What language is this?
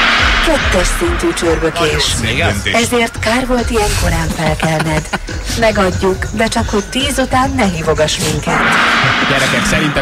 Hungarian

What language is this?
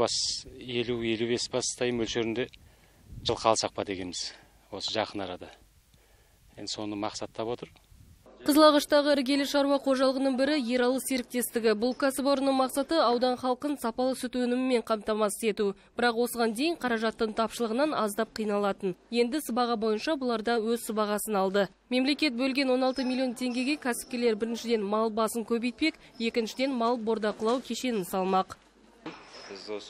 Kazakh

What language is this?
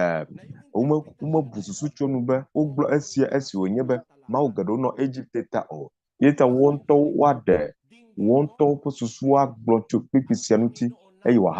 Ewe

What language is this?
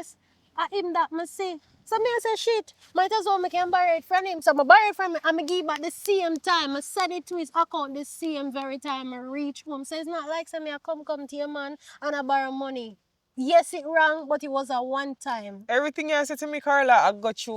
Jamaican Creole English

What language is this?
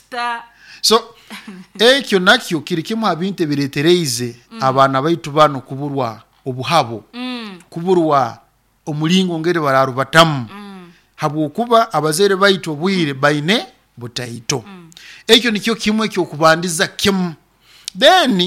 Nyoro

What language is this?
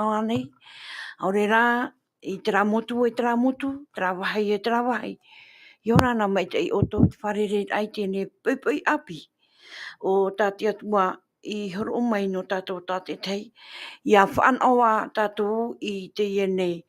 Tahitian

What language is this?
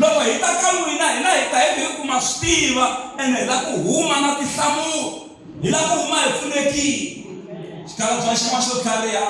Tsonga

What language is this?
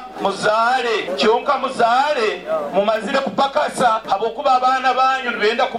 Nyoro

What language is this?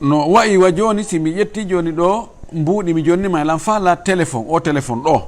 Fula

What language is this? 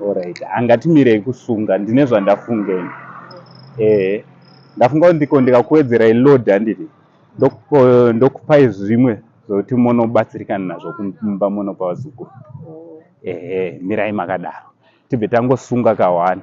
Shona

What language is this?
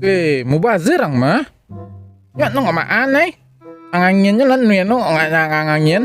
Minangkabau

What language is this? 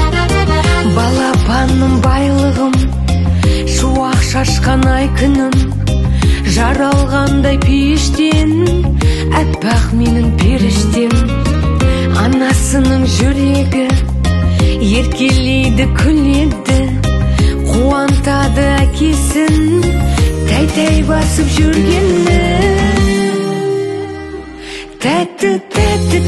Kazakh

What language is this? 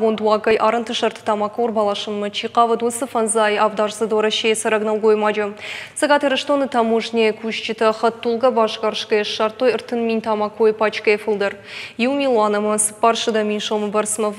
Ossetic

